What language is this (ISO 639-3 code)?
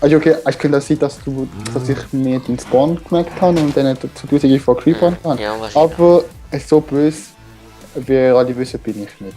gsw